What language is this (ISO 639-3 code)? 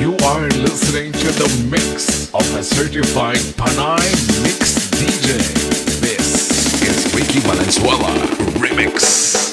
hil